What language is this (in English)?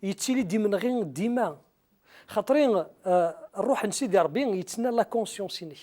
Kabyle